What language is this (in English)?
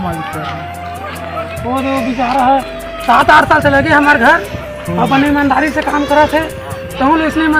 Chhattisgarhi